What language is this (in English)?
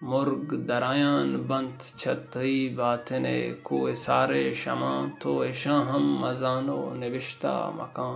Baluchi